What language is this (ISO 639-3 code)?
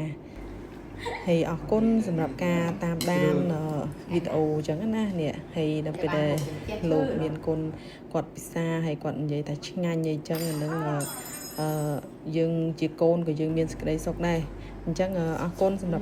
khm